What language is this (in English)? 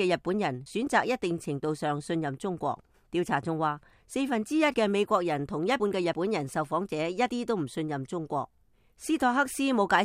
Cantonese